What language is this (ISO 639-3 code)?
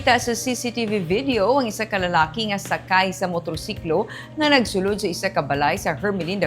hil